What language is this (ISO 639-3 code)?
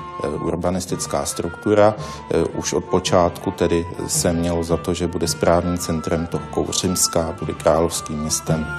ces